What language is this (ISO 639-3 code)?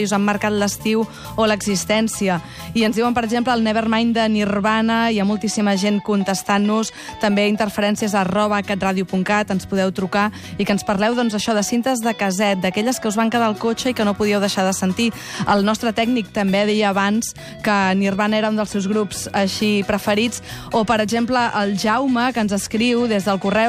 cat